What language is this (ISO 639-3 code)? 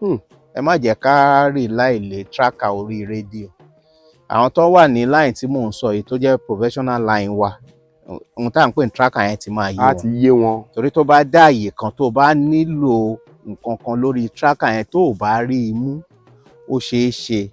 yor